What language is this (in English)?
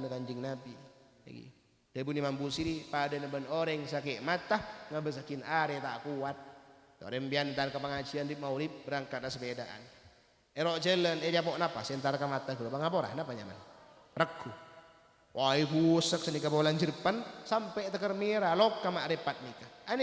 Madurese